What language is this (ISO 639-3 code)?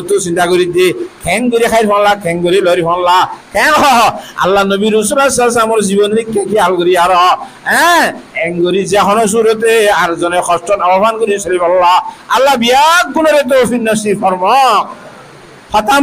rhg